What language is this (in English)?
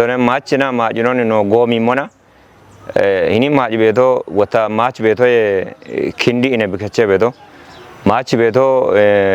Kafa